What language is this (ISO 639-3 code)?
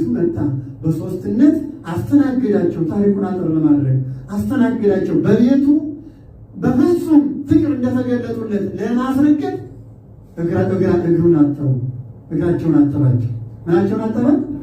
amh